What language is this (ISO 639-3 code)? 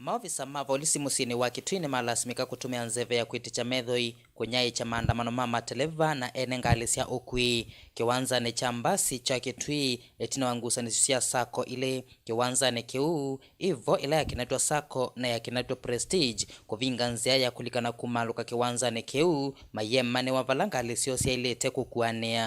kam